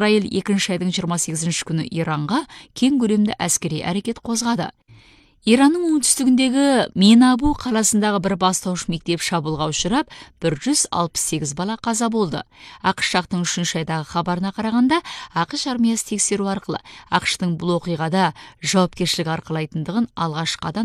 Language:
Kazakh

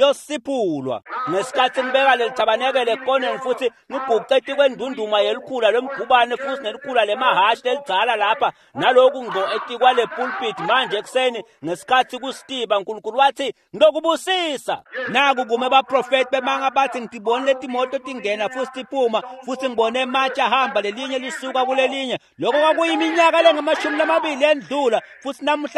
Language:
Swati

